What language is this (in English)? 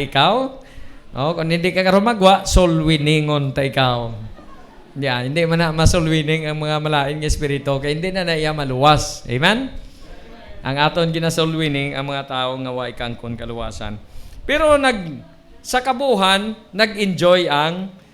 Hiligaynon